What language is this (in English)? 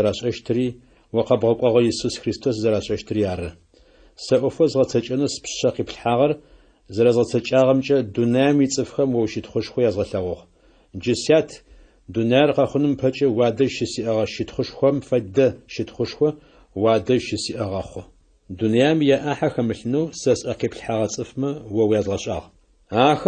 Adyghe